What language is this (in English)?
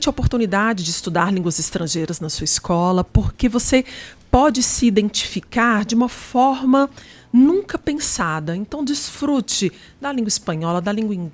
Portuguese